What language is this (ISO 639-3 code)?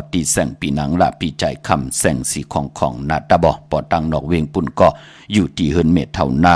shn